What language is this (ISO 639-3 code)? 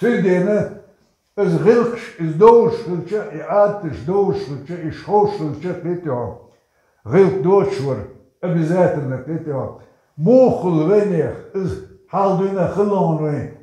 che